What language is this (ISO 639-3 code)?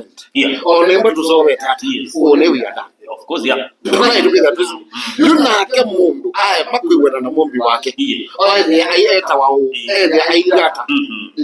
kam